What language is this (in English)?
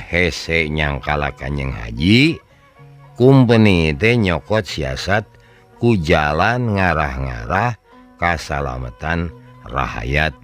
Sundanese